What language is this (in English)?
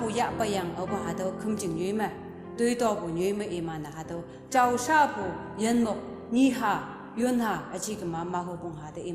Konyak Naga